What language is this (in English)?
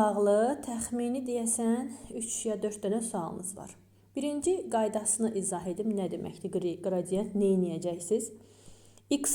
Azerbaijani